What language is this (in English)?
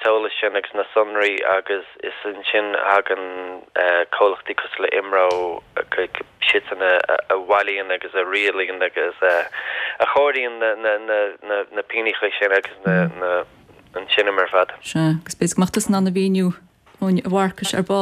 Irish